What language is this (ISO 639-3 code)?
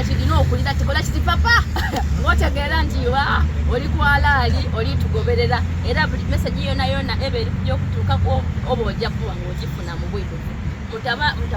xog